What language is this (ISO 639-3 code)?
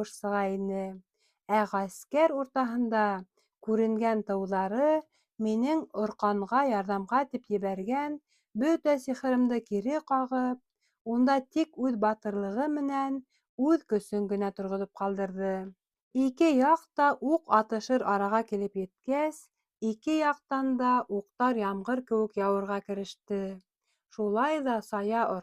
bak